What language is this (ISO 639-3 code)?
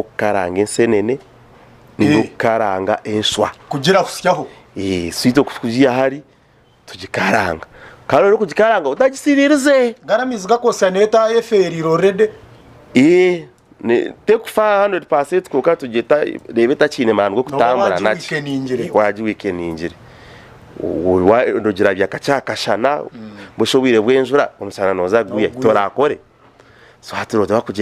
nyn